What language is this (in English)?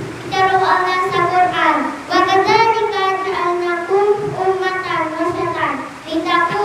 Maranao